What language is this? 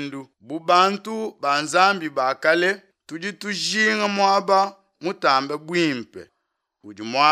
Luba-Lulua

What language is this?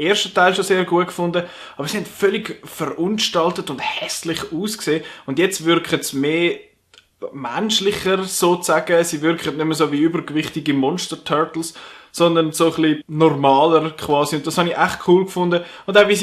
Swiss German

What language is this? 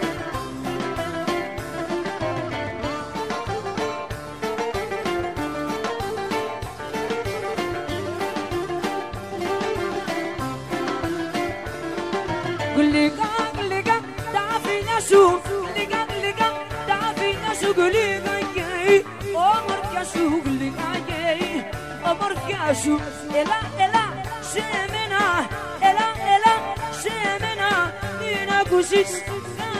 Greek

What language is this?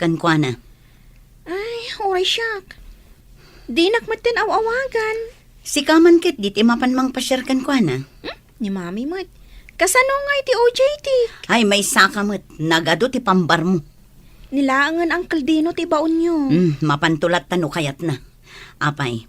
Iloko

